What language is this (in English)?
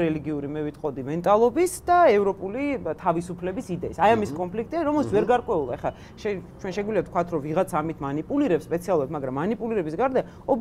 Georgian